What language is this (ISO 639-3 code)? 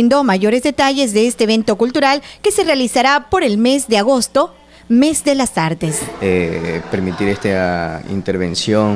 spa